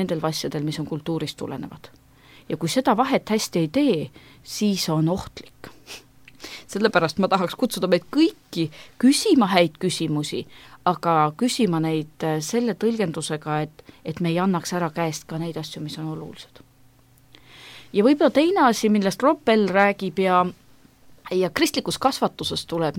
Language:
Estonian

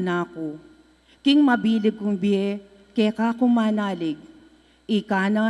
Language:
Pampanga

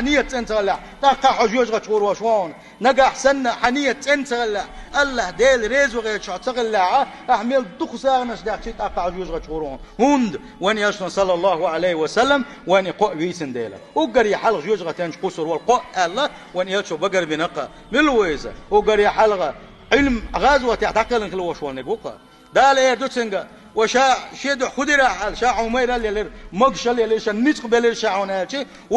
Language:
Chechen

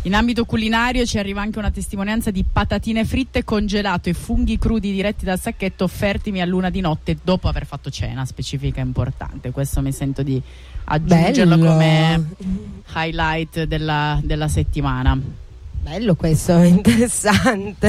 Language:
Italian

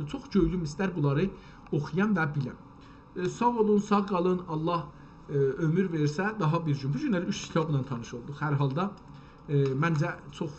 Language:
South Azerbaijani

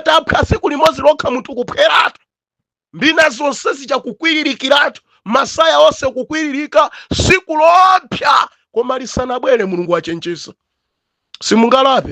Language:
Nyanja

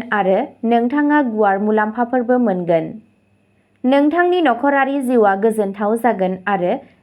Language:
Bodo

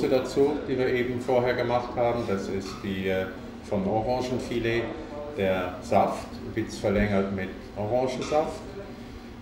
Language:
German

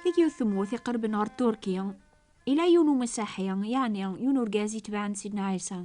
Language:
Kabyle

